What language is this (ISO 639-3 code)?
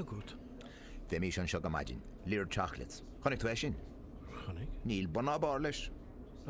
gle